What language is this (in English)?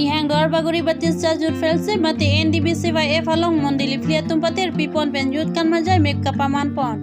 Karbi